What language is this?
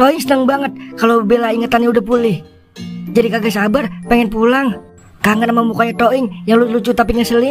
Betawi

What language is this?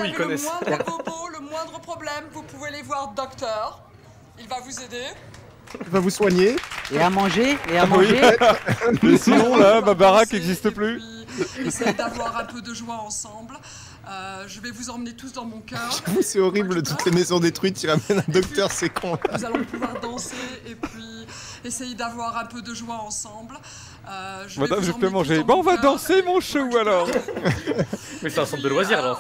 French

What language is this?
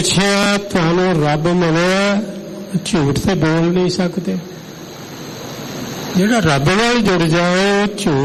Punjabi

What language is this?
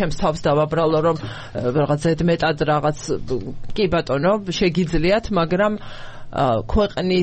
Georgian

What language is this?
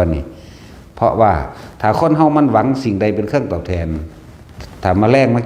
Northeastern Thai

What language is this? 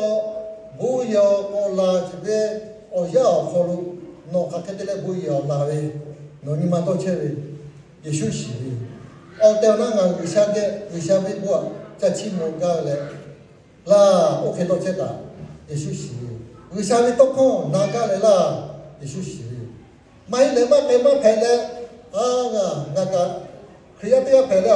Lahu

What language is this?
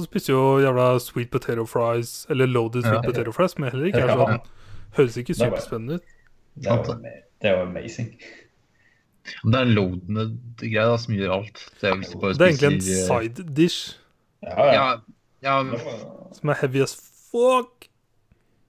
Norwegian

